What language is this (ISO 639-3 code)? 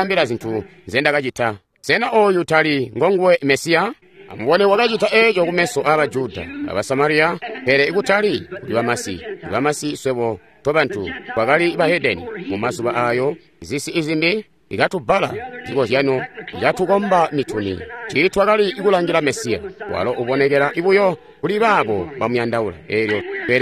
toi